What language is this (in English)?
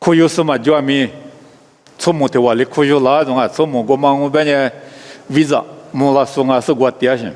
Lisu